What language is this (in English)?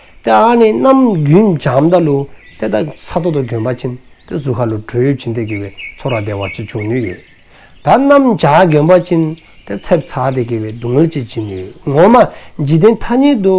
Dzongkha